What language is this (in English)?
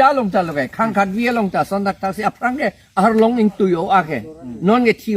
Karbi